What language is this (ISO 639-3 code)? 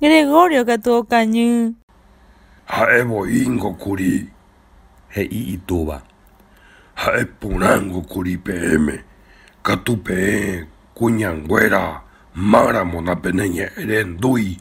grn